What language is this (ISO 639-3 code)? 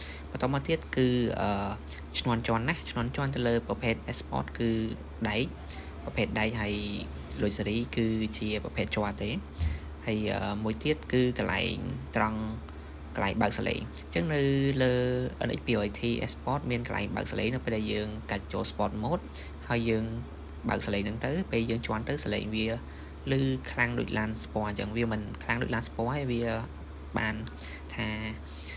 khm